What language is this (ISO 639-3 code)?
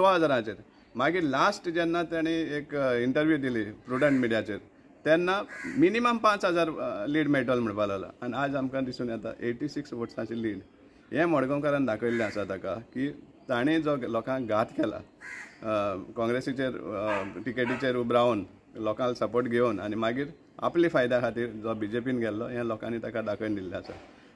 kok